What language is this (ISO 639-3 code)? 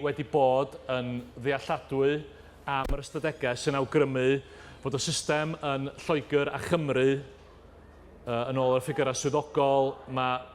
cym